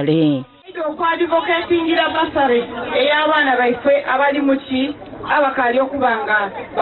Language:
Ganda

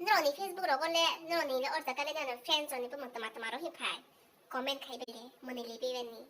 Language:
Kok Borok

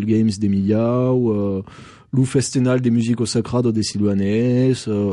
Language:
French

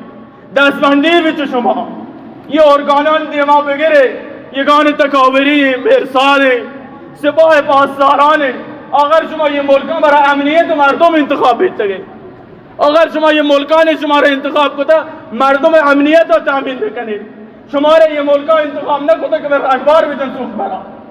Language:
Baluchi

